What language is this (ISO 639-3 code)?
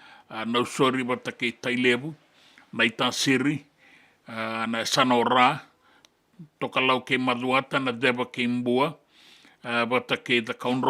fij